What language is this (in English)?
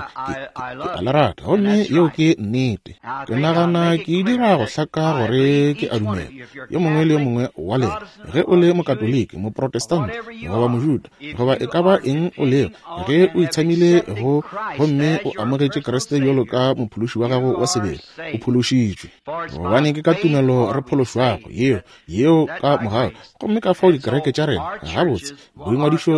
Northern Sotho